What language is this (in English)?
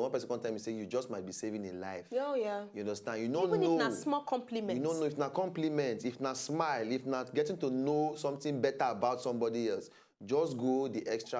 Nigerian Pidgin